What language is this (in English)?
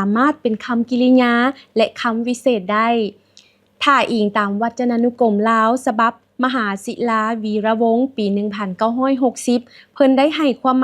Lao